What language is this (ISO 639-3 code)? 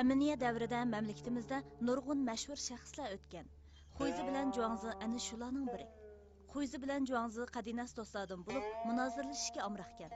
uig